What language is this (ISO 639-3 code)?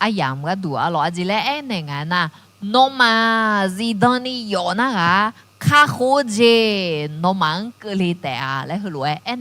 ahk